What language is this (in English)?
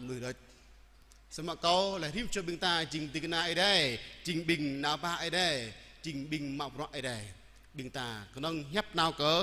Jarai